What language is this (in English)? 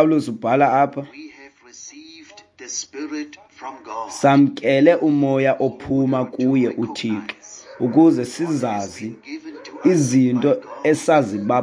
Xhosa